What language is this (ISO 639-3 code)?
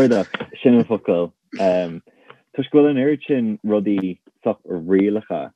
gle